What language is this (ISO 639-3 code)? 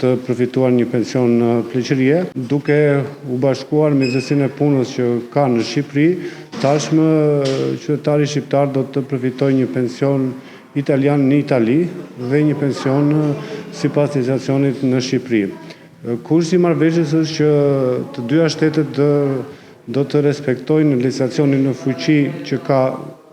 sqi